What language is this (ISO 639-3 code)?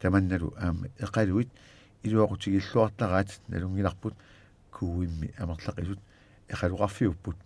kal